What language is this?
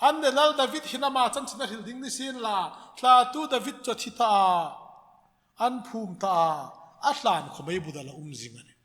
Hmar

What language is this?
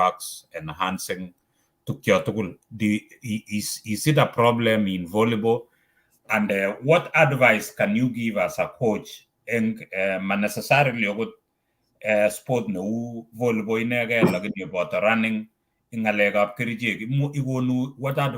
Kalenjin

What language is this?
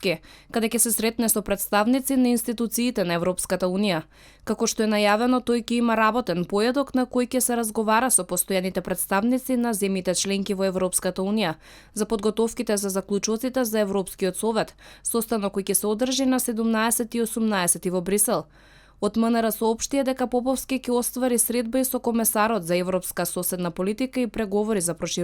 Macedonian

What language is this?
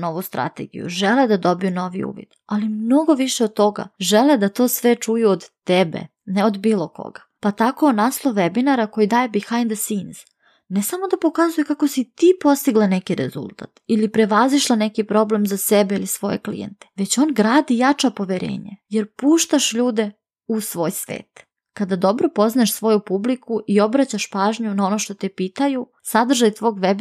Serbian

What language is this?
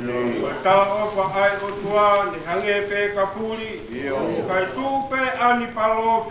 Tongan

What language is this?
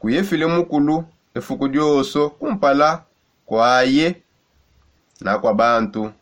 Songe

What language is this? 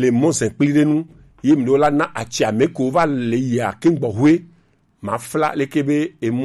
Gen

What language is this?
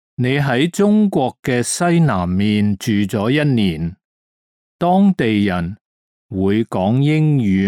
Cantonese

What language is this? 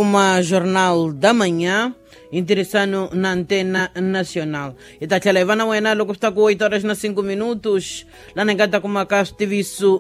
Tsonga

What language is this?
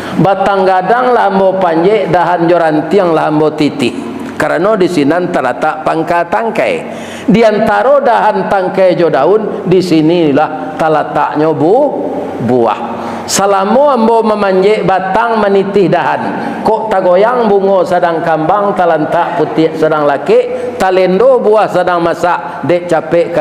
Minangkabau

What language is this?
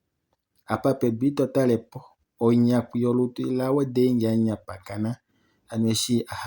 Kuanyama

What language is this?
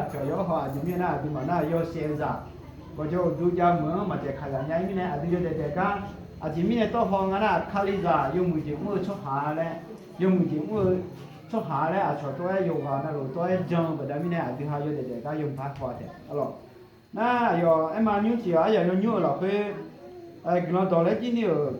Akha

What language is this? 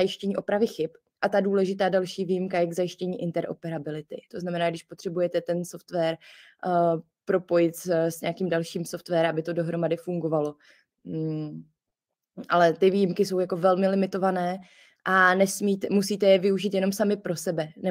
Czech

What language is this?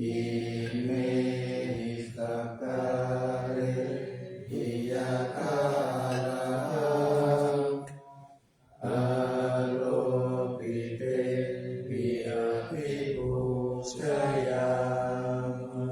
Pali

